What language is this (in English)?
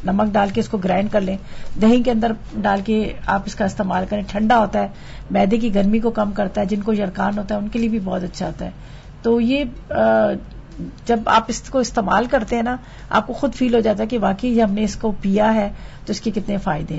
Urdu